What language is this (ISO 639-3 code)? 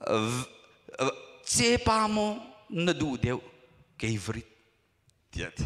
cnh